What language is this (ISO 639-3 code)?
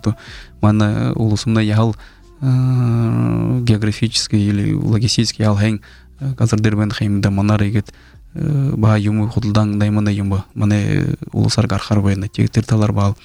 bua